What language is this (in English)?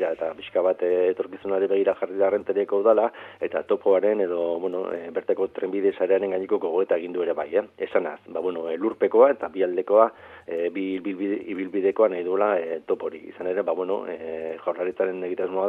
Basque